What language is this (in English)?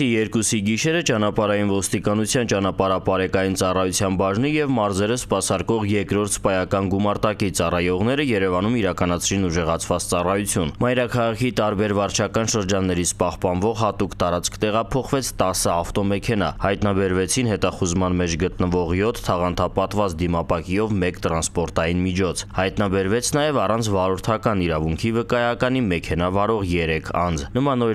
Armenian